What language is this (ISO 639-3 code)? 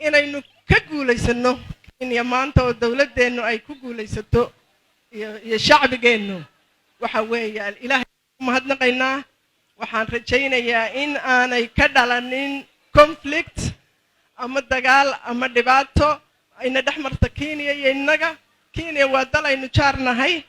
som